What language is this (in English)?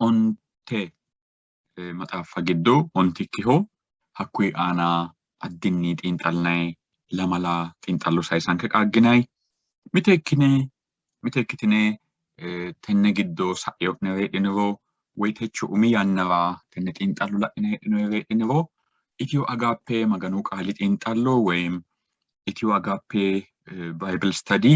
Sidamo